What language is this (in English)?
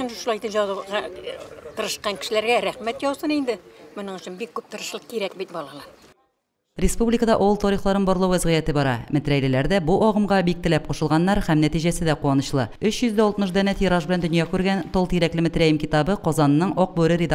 Tatar